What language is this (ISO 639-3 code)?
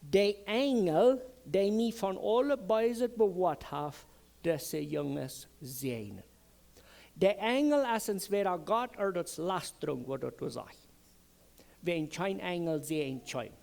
pdt